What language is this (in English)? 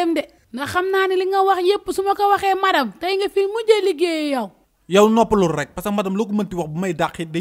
Wolof